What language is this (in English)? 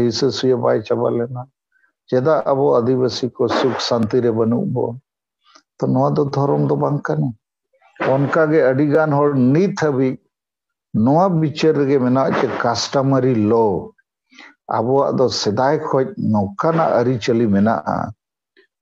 Santali